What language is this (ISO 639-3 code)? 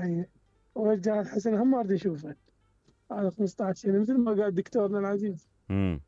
acm